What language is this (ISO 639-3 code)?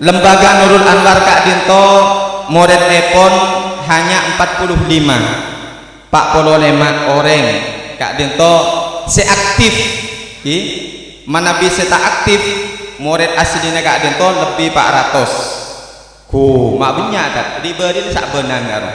mad